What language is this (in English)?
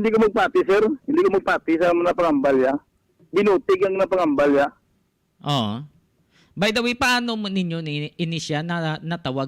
Hiligaynon